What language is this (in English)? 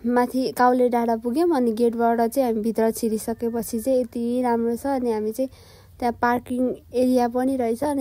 Nepali